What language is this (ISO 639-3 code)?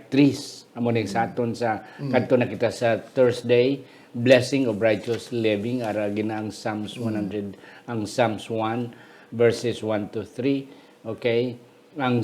hil